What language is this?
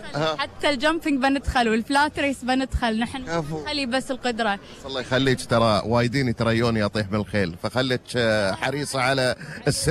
Gulf Arabic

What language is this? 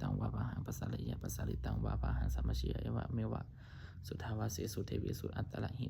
Pali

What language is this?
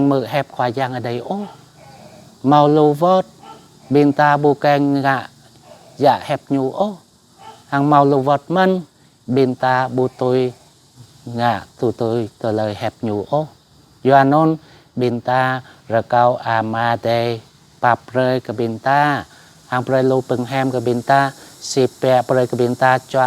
Jarai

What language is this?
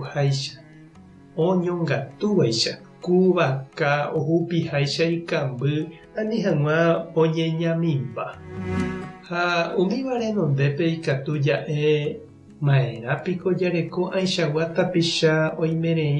Guarani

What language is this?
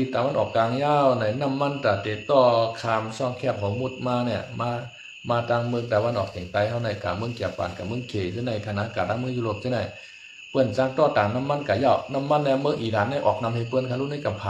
Shan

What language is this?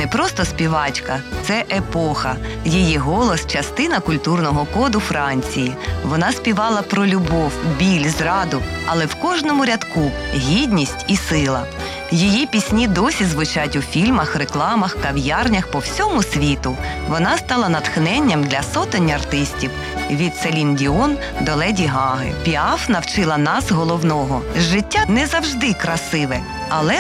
Ukrainian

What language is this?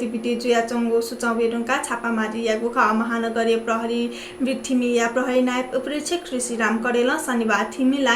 Newari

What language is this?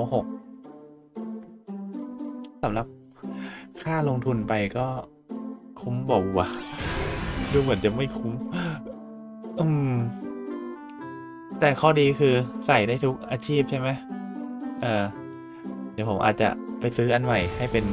Thai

